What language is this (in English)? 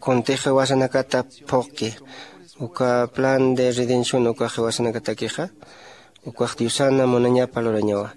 Aymara